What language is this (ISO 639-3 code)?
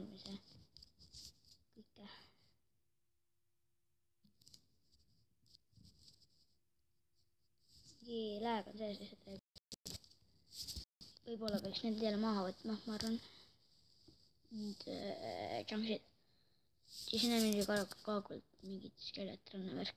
est